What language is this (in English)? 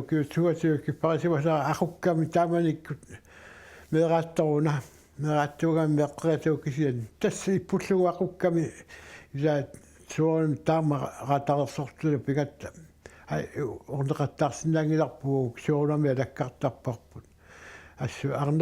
Kalaallisut